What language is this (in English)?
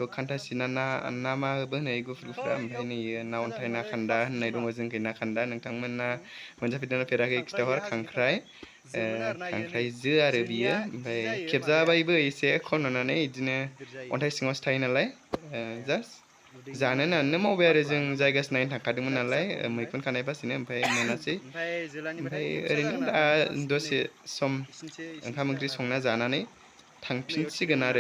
Bodo